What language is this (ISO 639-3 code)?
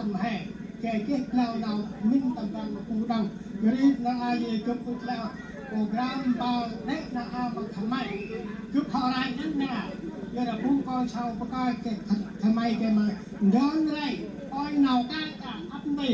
cmo